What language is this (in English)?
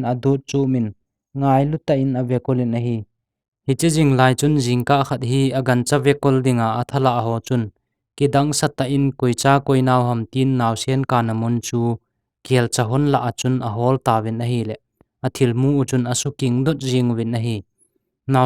Thado Chin